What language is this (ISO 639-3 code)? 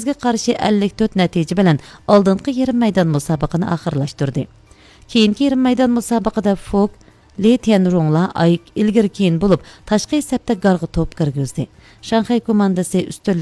uig